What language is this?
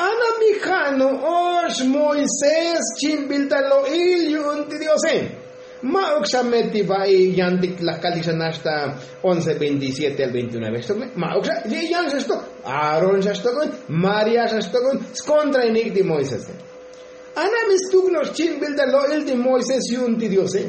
Tzotzil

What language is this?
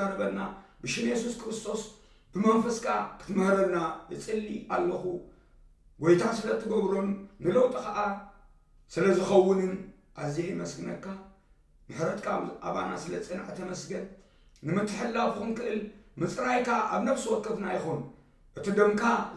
Tigrinya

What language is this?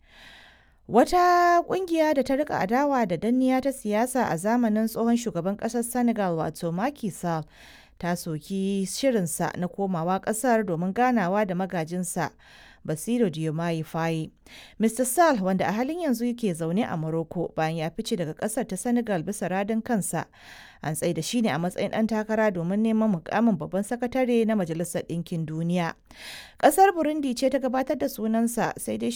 Hausa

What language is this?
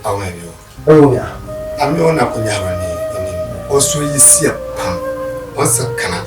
Dagbani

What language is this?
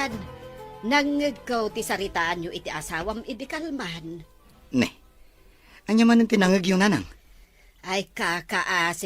Iloko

